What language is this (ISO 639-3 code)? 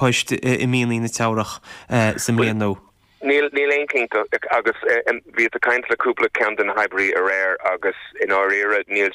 gle